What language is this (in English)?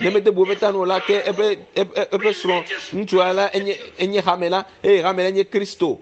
Ewe